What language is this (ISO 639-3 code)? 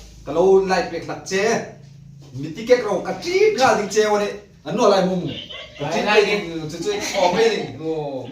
hmr